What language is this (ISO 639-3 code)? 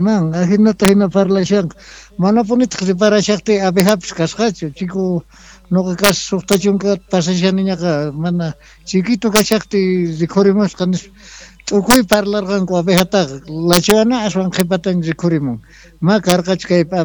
que